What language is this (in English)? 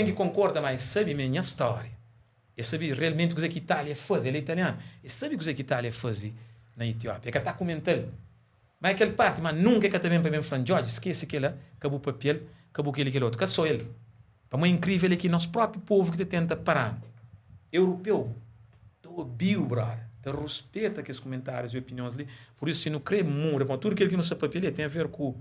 Kabuverdianu